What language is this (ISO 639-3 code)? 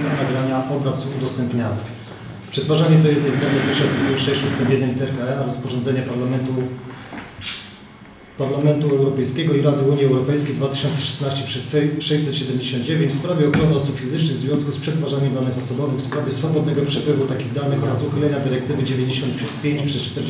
pol